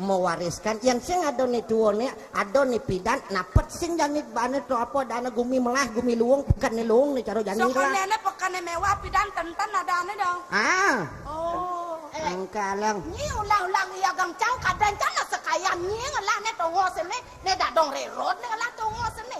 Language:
Balinese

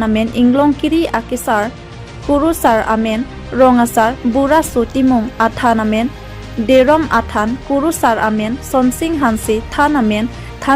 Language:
Karbi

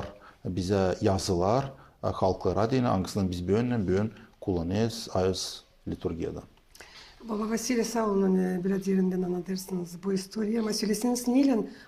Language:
Gagauz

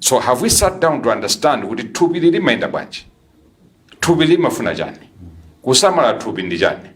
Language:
Nyanja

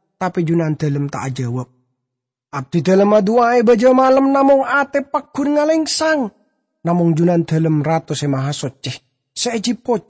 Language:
Madurese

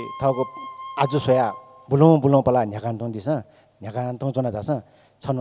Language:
Newari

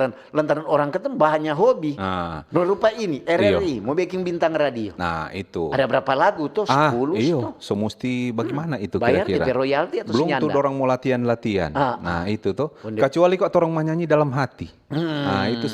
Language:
Manado Malay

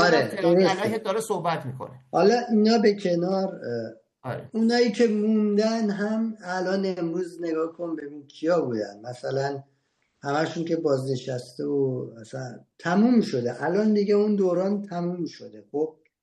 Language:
Persian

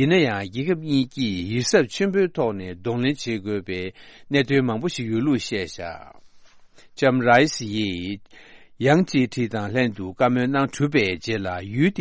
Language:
Tibetan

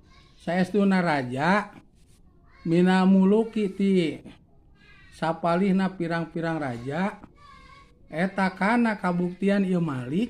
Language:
Sundanese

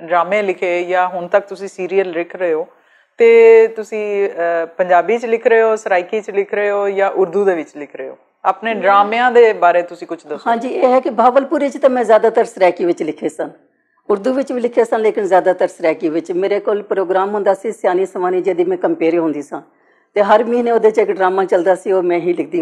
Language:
Western Panjabi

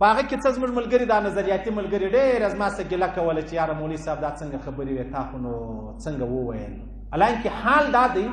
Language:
Pashto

